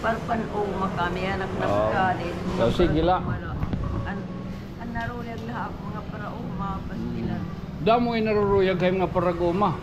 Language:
Waray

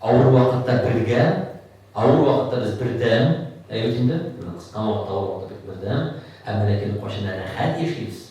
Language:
Tatar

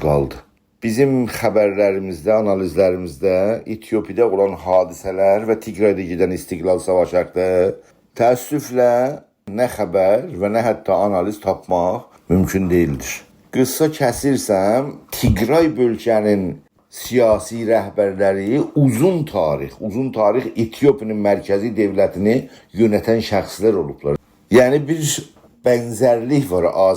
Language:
South Azerbaijani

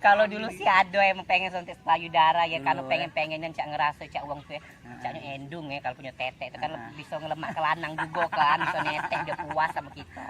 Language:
Musi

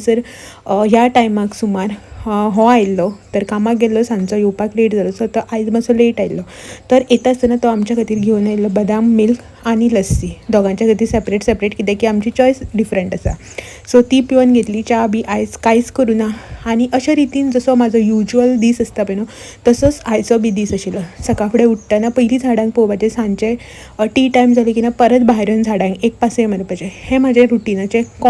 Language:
Konkani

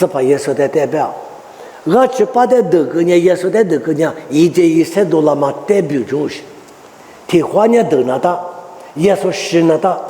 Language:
Lisu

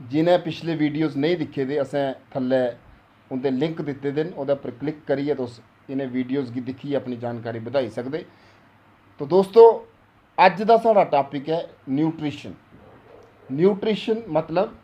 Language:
Dogri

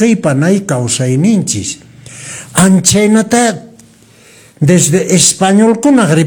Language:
Quechua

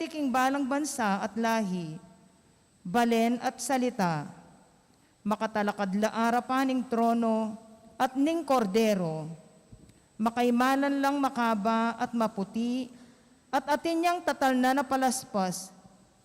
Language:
Pampanga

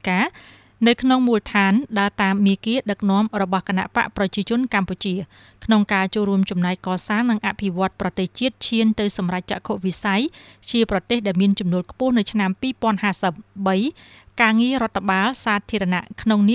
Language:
Khmer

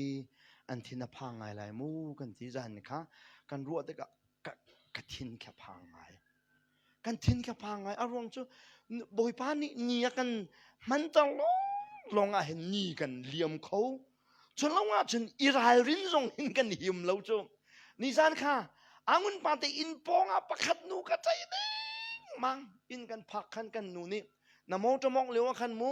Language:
Hakha Chin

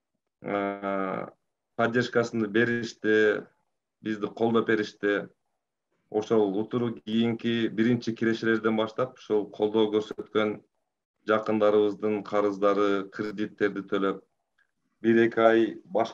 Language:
Kyrgyz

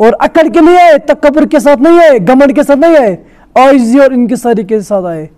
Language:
Kashmiri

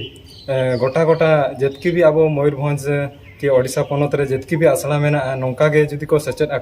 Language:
Santali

